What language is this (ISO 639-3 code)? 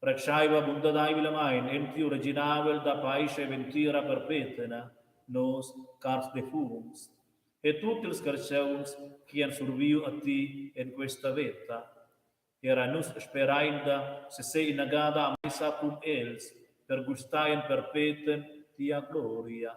roh